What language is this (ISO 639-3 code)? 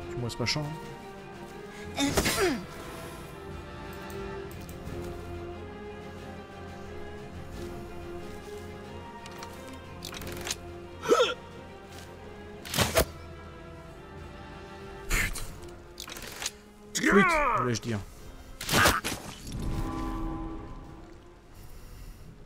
fra